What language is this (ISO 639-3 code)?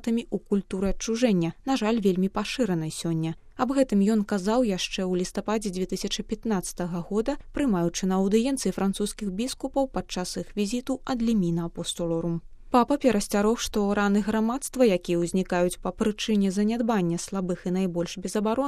bel